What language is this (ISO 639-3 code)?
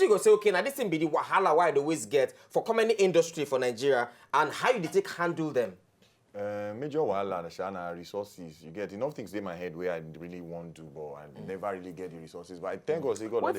pcm